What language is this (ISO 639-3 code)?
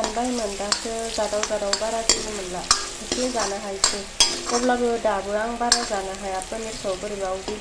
brx